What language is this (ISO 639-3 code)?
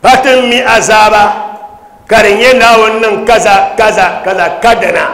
dag